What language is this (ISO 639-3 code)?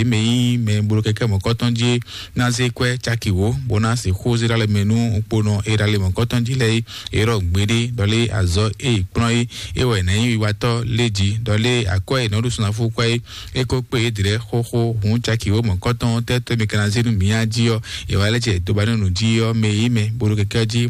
fon